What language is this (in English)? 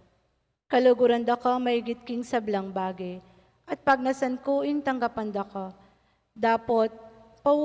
Pampanga